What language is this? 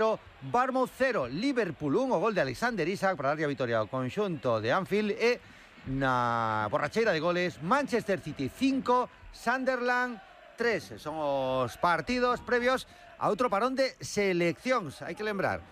Galician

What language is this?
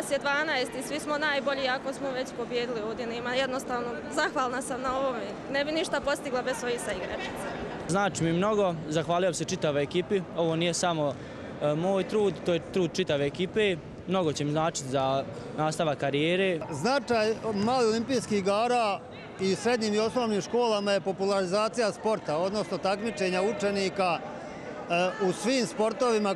Bosnian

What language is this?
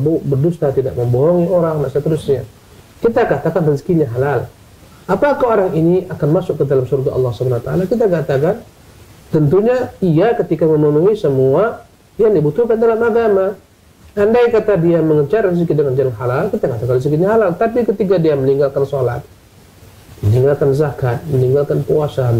Indonesian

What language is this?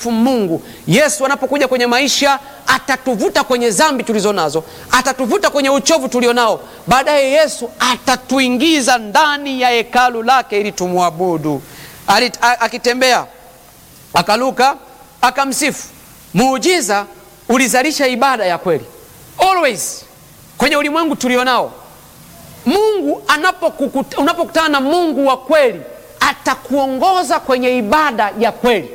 Swahili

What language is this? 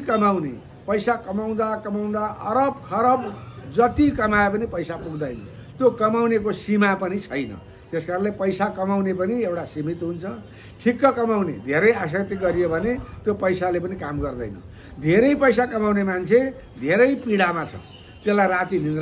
Nepali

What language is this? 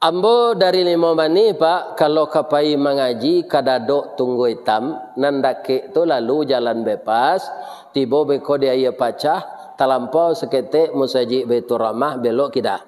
Minangkabau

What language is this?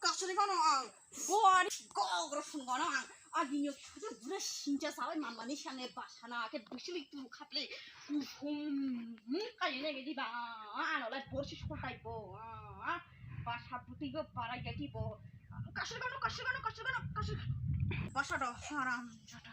Kok Borok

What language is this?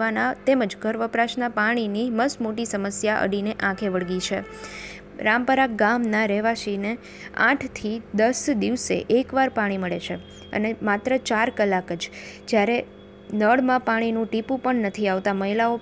Gujarati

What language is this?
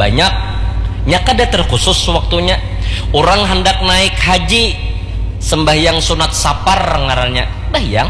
Banjar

